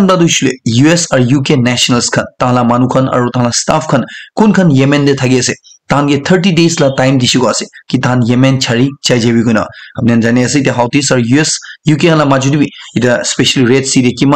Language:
Naga Pidgin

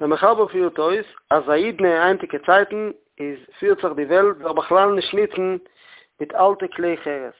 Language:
Yiddish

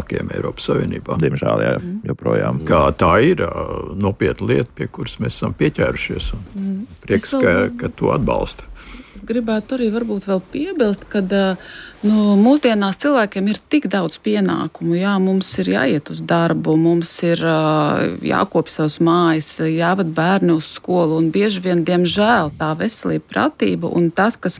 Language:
Latvian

